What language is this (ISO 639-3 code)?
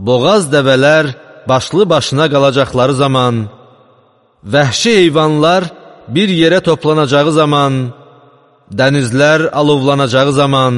aze